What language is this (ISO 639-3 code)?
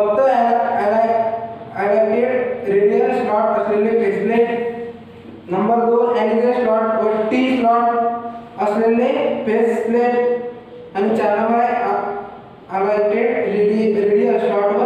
mar